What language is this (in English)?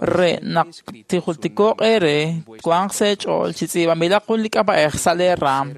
Kekchí